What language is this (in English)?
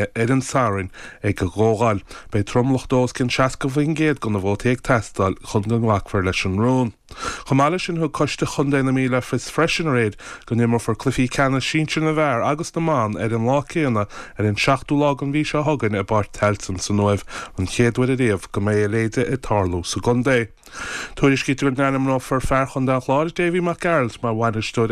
Irish